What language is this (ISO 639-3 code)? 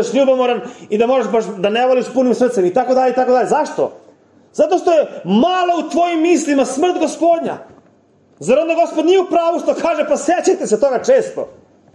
srp